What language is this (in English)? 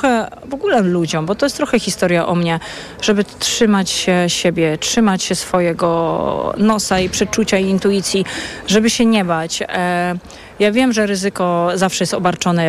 Polish